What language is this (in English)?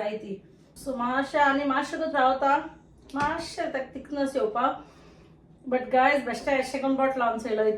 Konkani